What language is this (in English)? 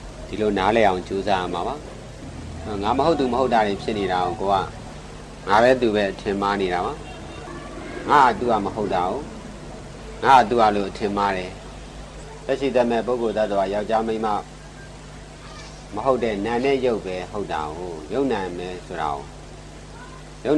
Burmese